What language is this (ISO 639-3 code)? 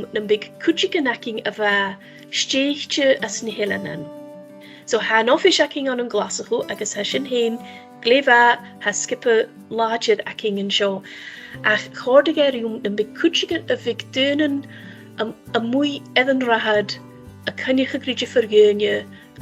gla